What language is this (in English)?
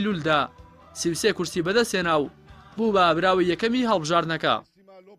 Central Kurdish